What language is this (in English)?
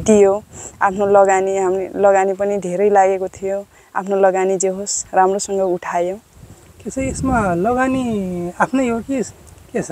Nepali